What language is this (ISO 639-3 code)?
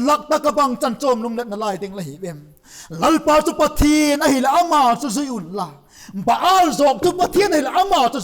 vap